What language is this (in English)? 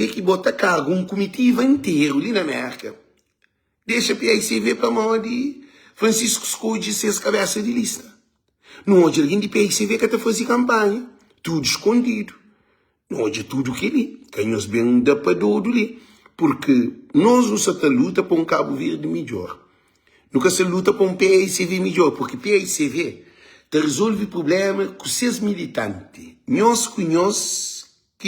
Kabuverdianu